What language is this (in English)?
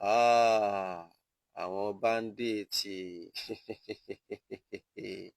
Yoruba